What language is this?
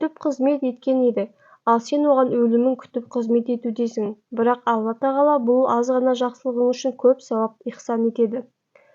Kazakh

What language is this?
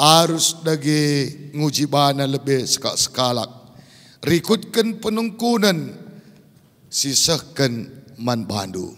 Batak Karo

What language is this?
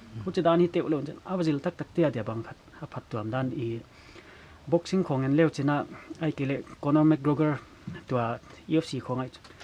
Paite Chin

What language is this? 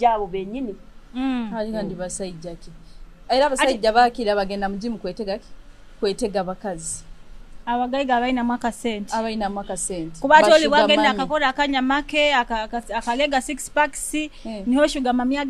Nyoro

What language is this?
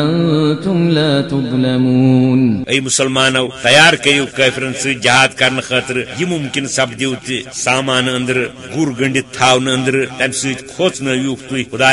Kashmiri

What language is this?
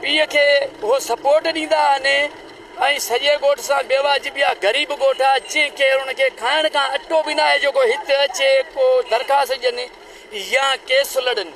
Sindhi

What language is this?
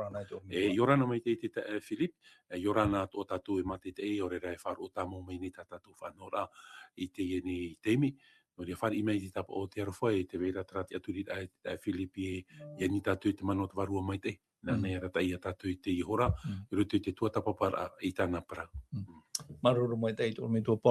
Tahitian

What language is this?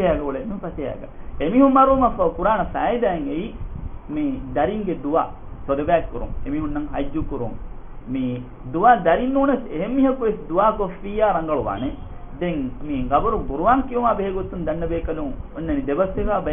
Divehi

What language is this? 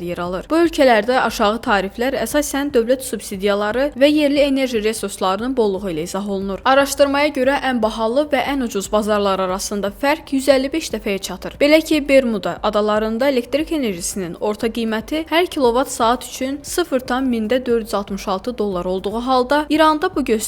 Azerbaijani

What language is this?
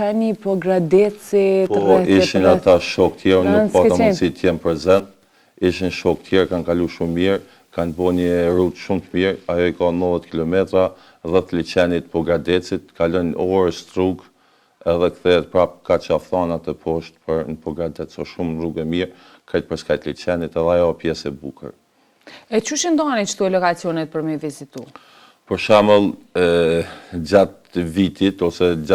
Albanian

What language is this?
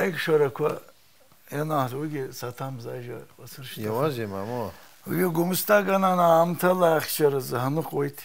Abkhazian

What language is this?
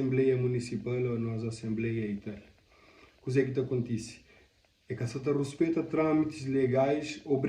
Kabuverdianu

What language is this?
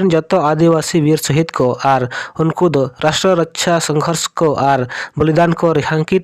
Santali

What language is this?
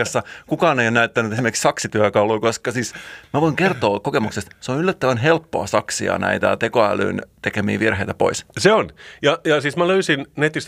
Finnish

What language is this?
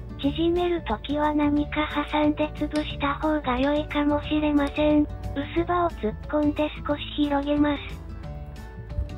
Japanese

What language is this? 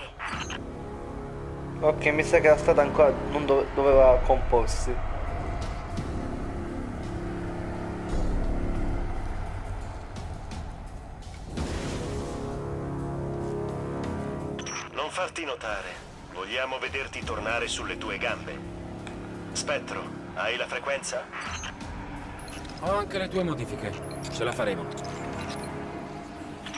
Italian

